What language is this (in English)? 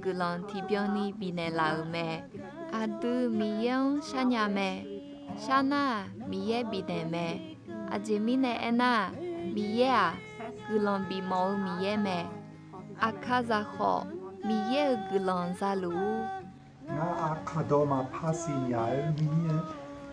Akha